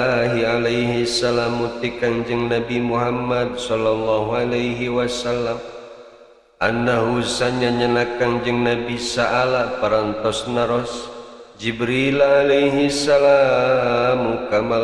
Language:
Sundanese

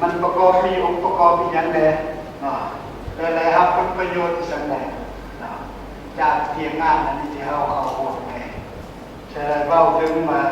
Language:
Lao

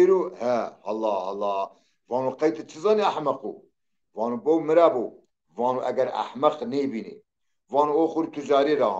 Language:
Zaza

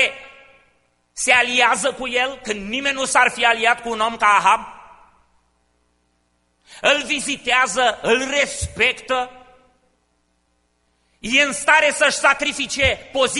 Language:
Romanian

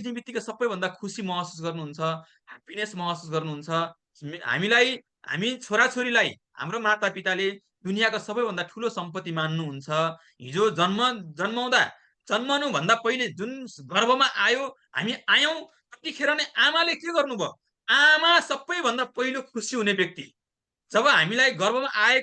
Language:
Nepali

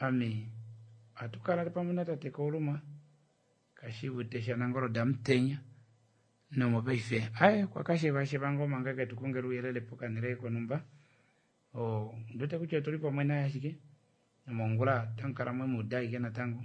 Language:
Kuanyama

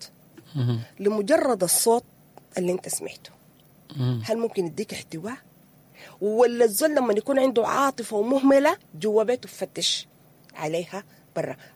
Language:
Sudanese Arabic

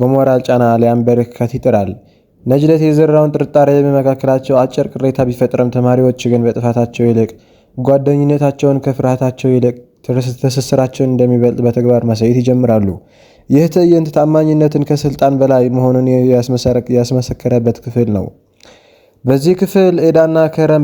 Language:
Amharic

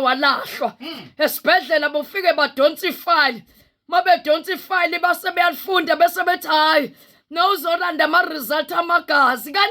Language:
Zulu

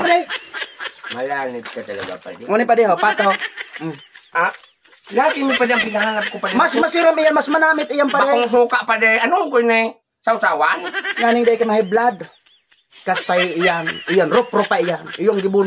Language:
Bikol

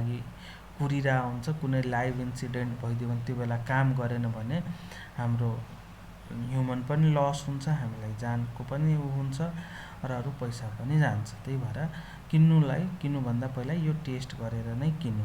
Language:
Nepali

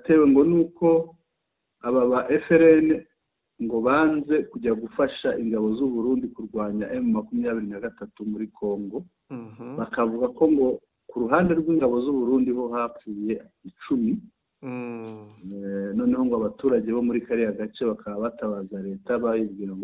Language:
Kinyarwanda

